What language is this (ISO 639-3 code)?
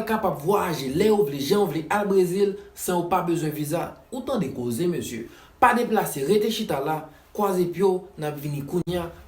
hat